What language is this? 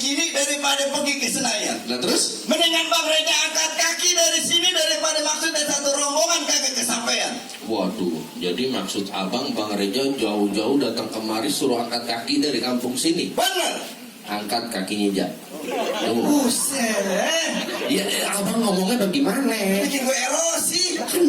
Betawi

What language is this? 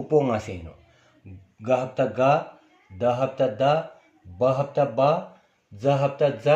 Stod Bhoti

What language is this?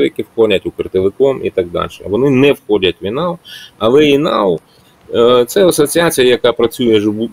Ukrainian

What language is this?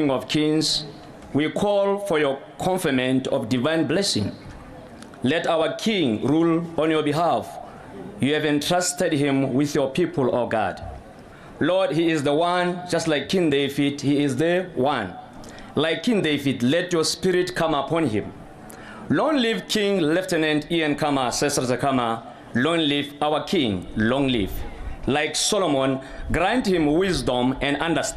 Tswana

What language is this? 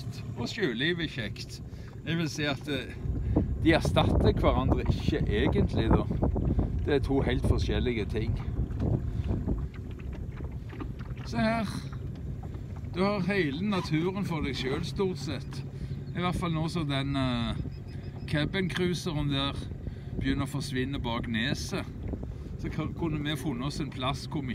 Norwegian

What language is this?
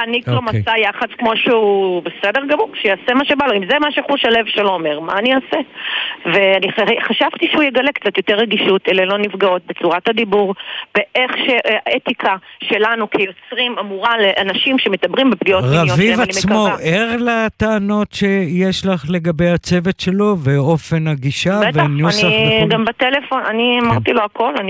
Hebrew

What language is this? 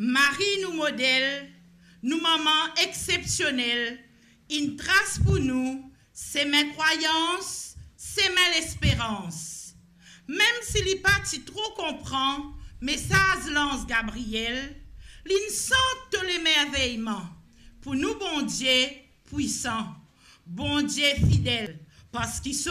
Morisyen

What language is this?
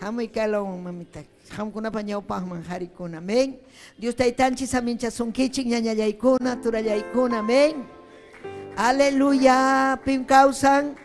Ayacucho Quechua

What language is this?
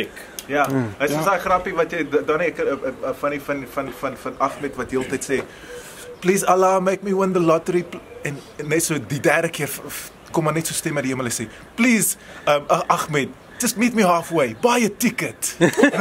Afrikaans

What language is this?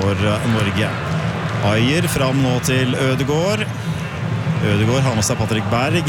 Norwegian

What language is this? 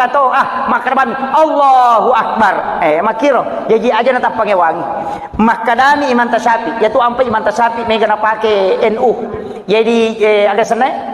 Buginese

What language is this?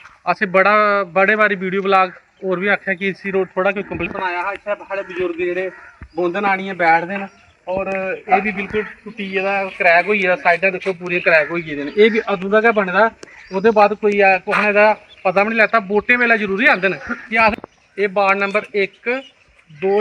Dogri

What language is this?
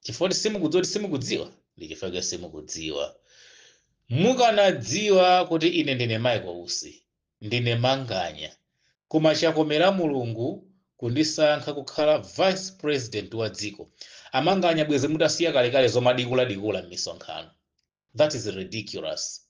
Nyanja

